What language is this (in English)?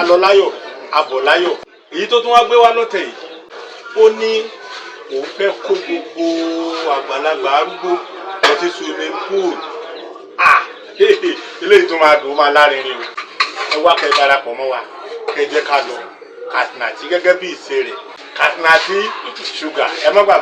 Yoruba